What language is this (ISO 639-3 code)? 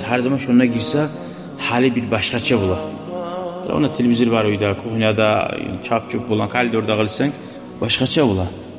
kum